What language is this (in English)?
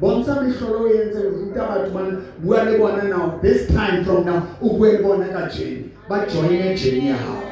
Southern Sotho